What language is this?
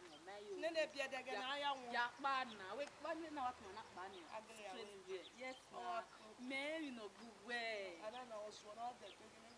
Bini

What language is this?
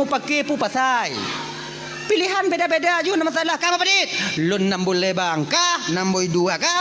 Achinese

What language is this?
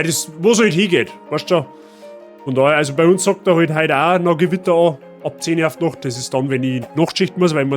Bavarian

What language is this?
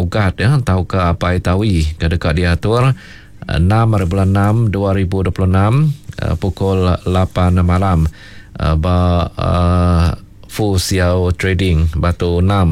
Iban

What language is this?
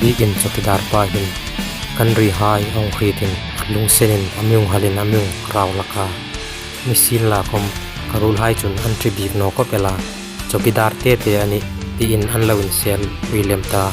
Hmar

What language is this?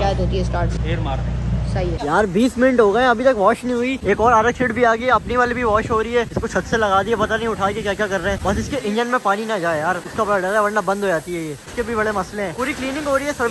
Hindi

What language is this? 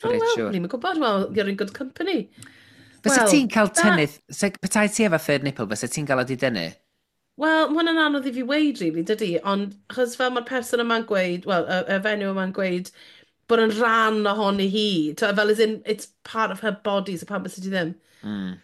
Welsh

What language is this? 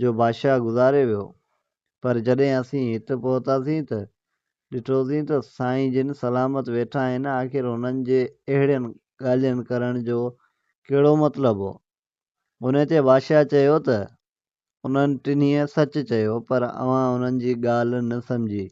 Sindhi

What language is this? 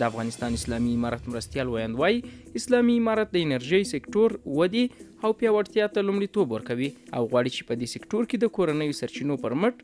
Pashto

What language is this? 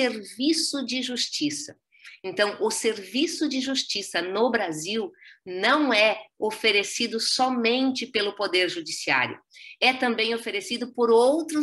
Portuguese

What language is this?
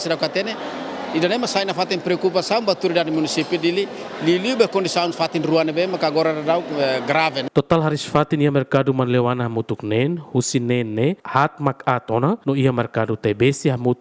Tetum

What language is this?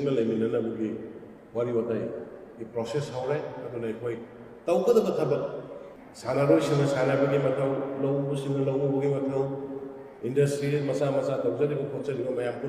Manipuri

